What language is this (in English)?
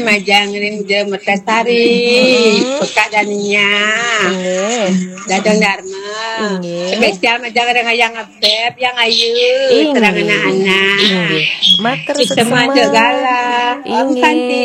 Balinese